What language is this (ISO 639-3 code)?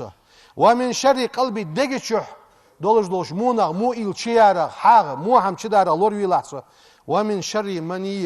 inh